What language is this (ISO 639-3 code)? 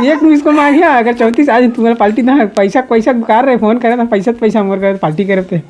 hne